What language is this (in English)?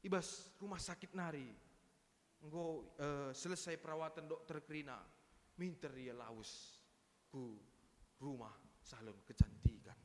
Batak Karo